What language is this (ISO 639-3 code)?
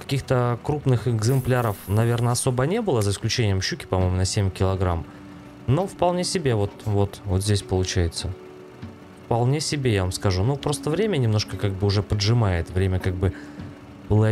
rus